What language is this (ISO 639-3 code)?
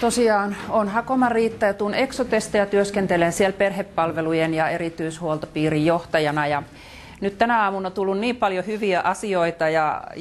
fin